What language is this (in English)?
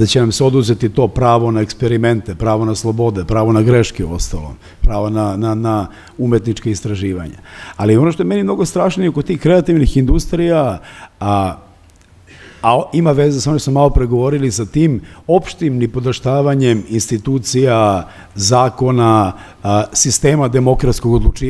Serbian